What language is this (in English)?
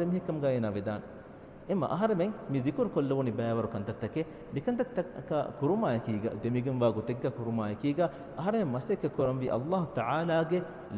Divehi